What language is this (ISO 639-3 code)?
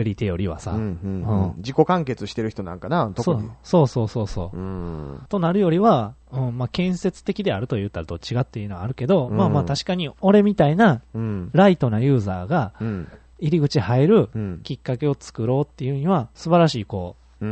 jpn